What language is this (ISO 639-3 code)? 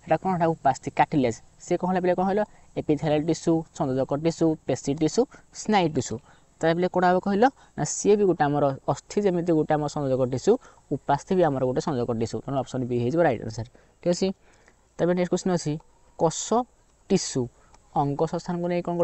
ori